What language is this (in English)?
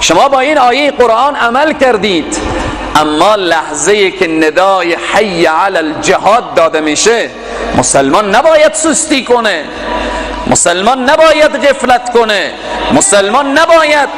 Persian